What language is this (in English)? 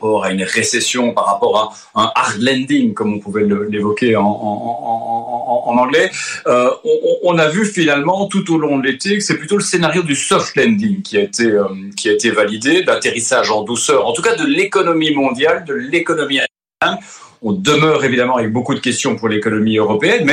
French